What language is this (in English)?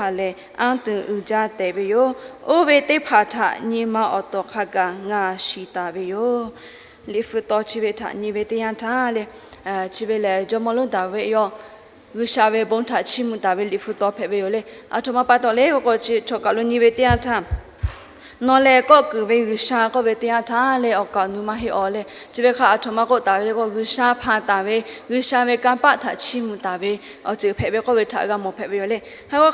Lahu